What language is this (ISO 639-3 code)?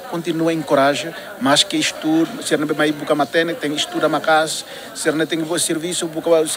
tet